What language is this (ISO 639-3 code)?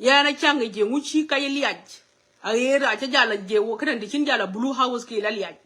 nus